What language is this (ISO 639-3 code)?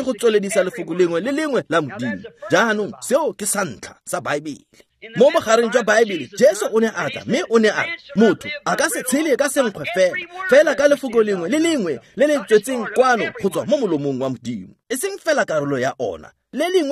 tsn